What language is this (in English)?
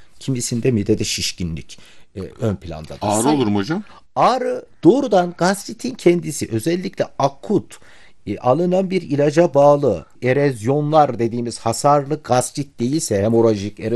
Turkish